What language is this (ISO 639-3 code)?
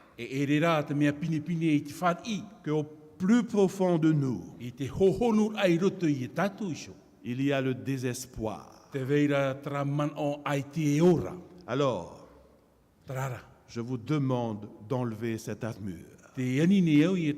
tah